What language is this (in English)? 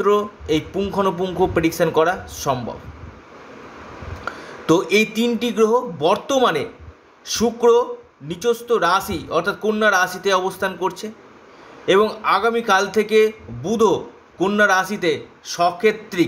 Bangla